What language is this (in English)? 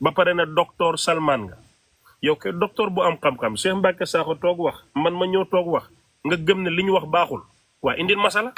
Wolof